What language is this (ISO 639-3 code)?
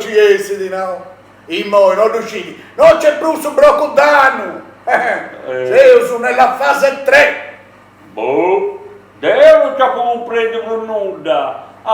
srd